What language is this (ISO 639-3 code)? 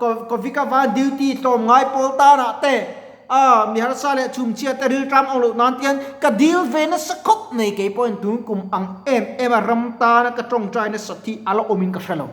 lus